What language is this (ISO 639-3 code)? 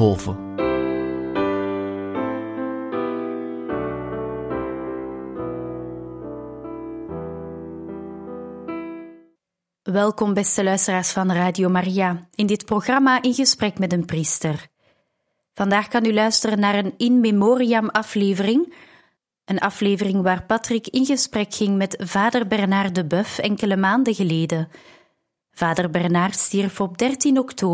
nld